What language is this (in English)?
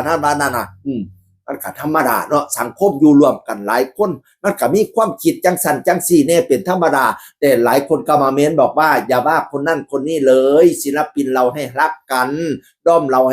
Northeastern Thai